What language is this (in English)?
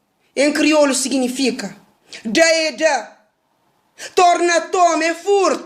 Kabuverdianu